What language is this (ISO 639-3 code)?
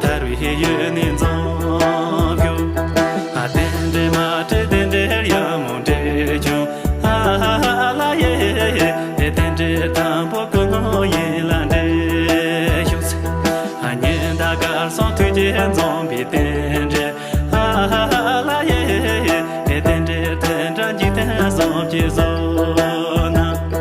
bod